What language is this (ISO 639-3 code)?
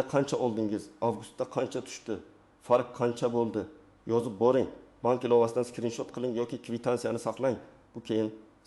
uzb